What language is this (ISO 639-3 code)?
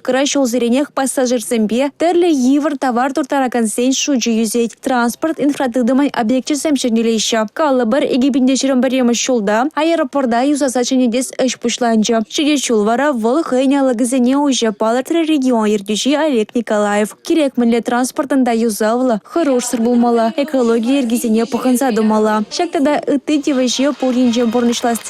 chv